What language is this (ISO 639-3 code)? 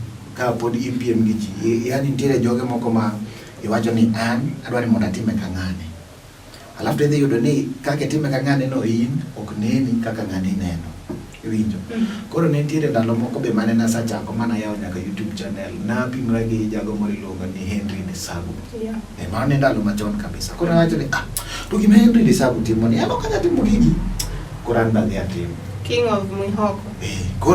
luo